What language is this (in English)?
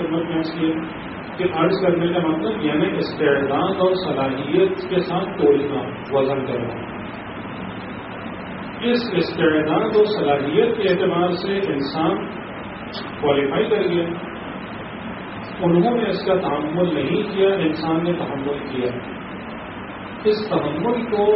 Urdu